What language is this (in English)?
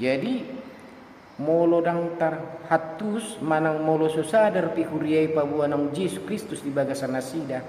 Batak Toba